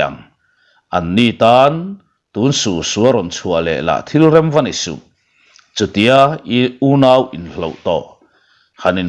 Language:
Mizo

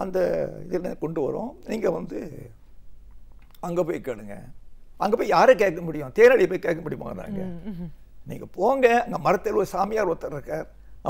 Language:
Tamil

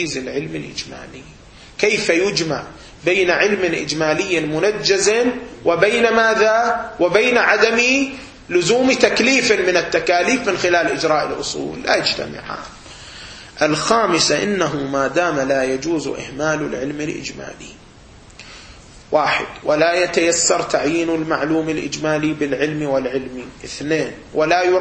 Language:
Arabic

